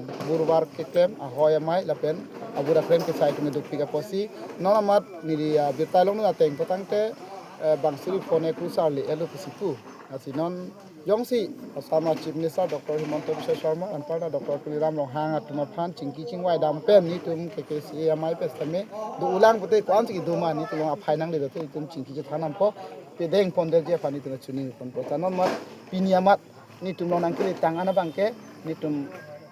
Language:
Karbi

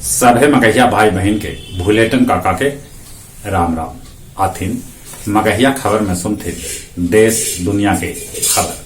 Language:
Magahi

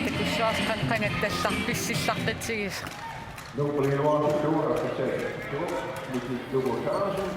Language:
Kalaallisut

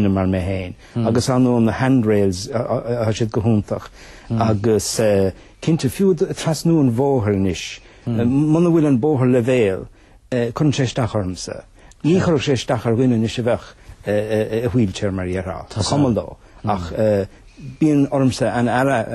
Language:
Irish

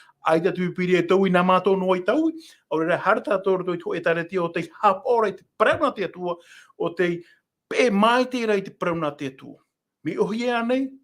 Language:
Tahitian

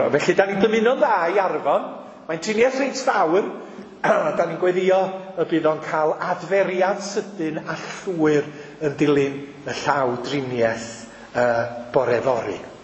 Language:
Welsh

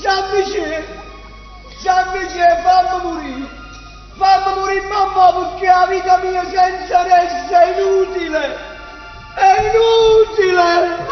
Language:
Neapolitan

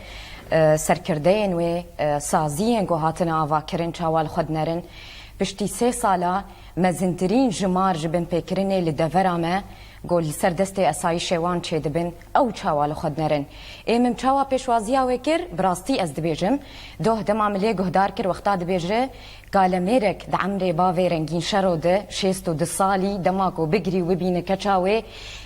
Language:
Kurdish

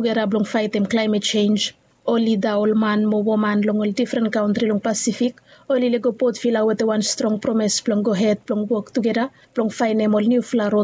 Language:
Bislama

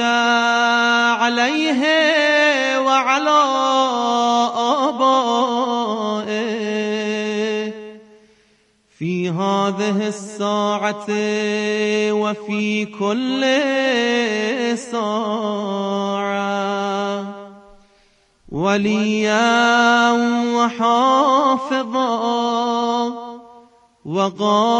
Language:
Persian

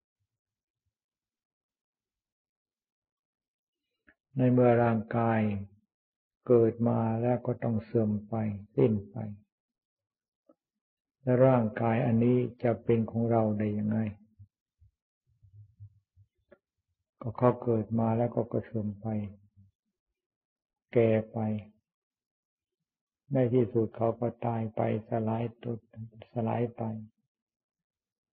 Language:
Thai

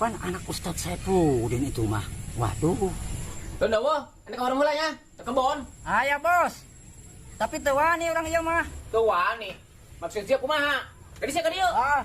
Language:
Sundanese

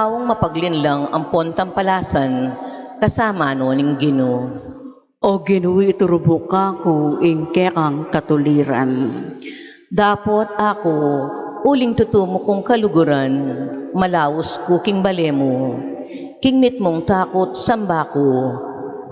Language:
Pampanga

